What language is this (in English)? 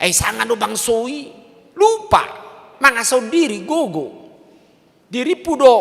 Batak Toba